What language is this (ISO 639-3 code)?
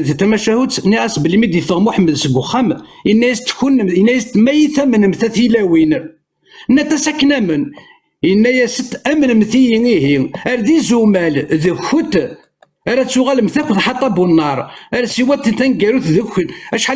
kab